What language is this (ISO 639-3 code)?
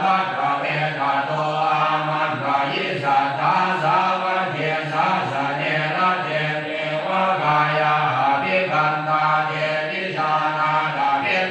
pli